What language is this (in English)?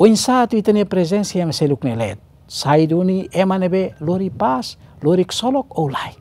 Tetum